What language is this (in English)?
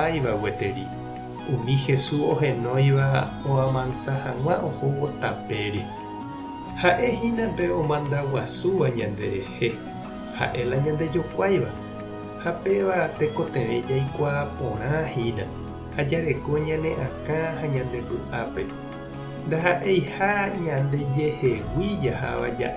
Guarani